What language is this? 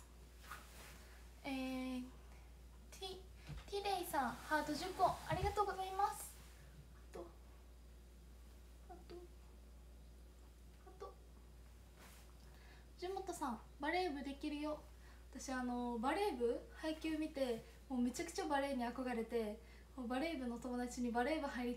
Japanese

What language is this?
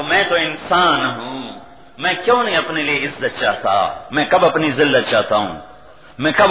Urdu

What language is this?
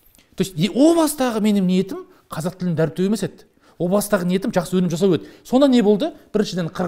Kazakh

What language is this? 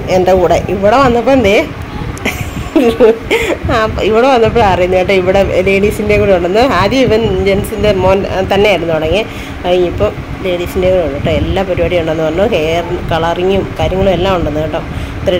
Malayalam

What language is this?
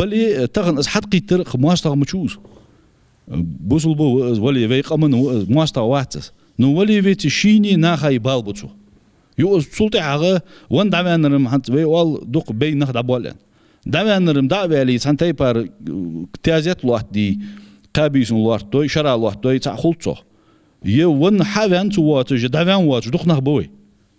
Ingush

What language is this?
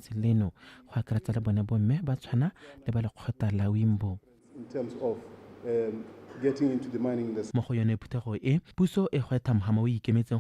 Tswana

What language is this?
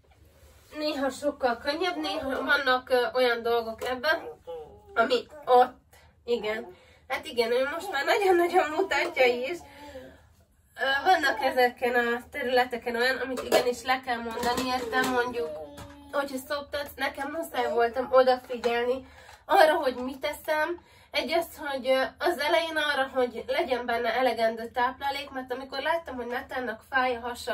Hungarian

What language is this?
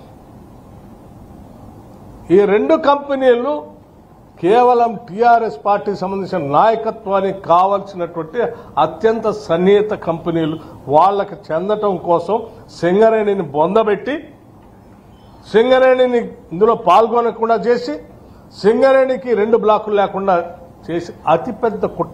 Telugu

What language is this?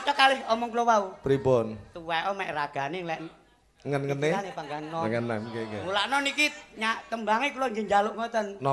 Javanese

